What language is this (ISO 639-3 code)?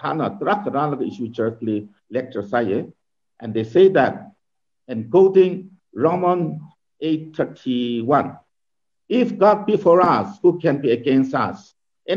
nmf